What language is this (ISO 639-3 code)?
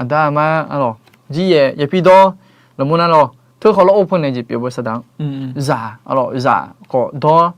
ahk